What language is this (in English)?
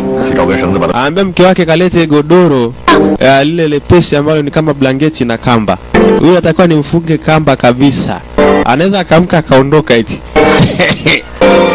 Swahili